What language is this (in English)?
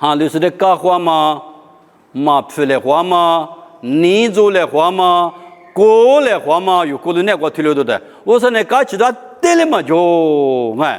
Lisu